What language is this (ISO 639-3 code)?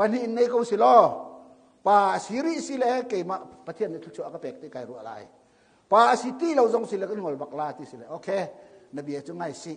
cnh